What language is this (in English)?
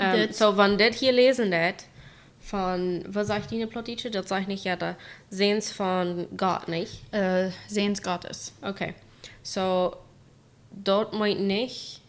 Plautdietsch